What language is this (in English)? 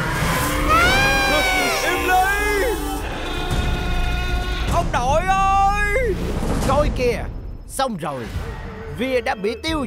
Vietnamese